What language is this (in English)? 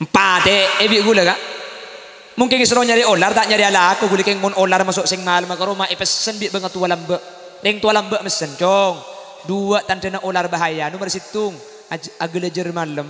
Madurese